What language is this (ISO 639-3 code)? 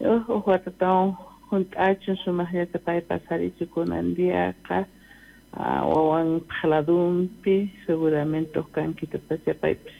quh